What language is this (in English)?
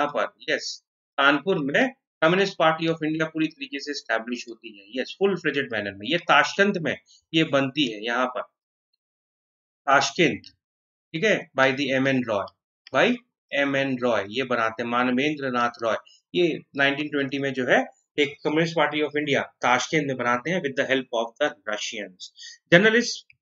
Hindi